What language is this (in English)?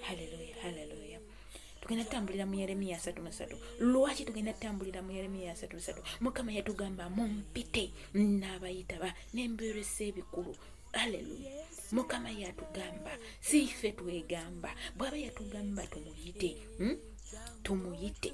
Ganda